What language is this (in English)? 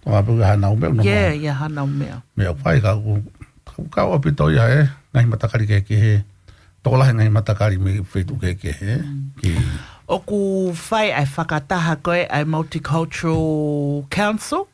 Tongan